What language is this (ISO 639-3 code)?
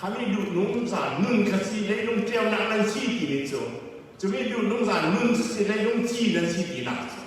cfm